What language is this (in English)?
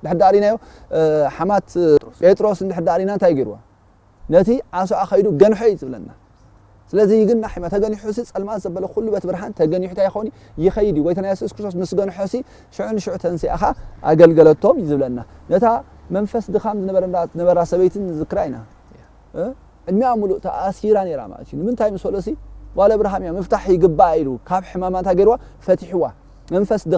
Tigrinya